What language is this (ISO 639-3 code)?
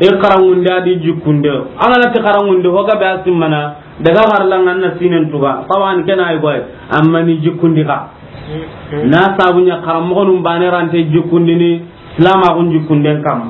snk